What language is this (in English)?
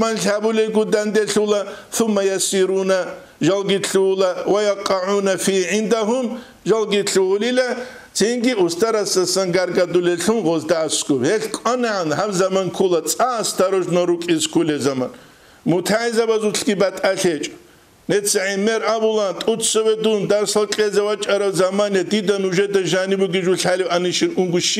Avaric